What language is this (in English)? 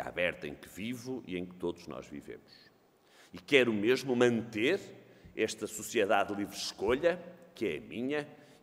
Portuguese